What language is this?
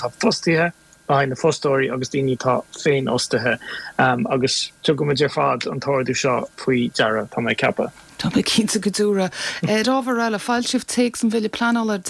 Irish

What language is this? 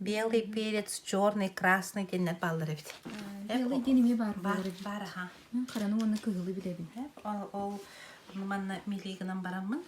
Yakut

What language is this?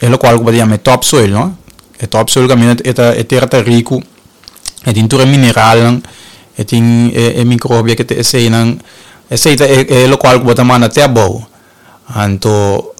Papiamento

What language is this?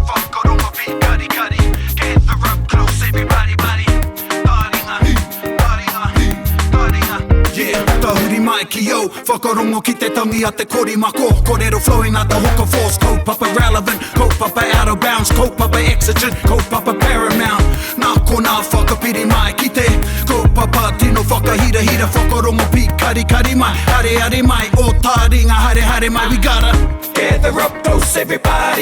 Māori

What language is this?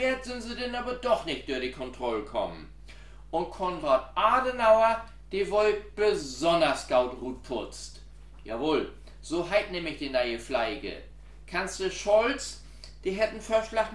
Low German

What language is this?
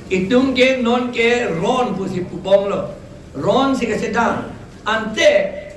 Karbi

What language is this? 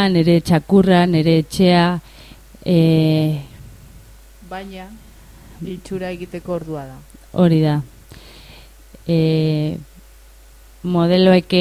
Basque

